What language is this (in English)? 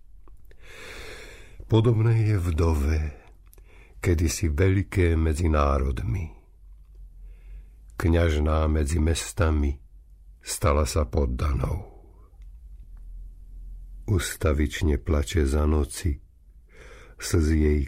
Slovak